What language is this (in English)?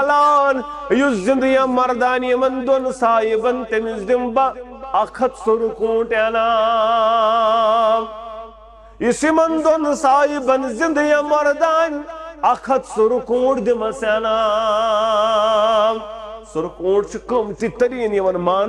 Kashmiri